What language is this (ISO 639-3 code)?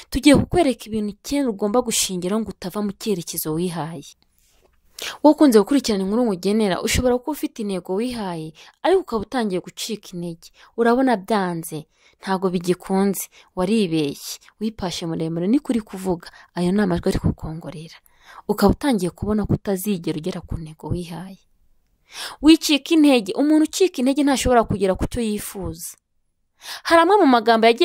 kin